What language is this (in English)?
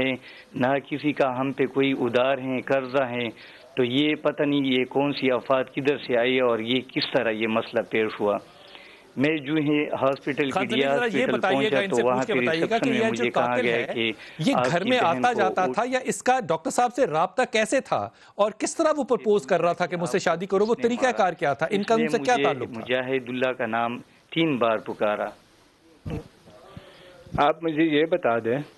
Urdu